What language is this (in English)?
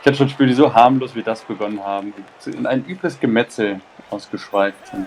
Swiss German